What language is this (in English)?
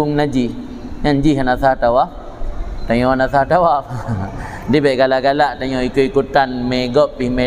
Achinese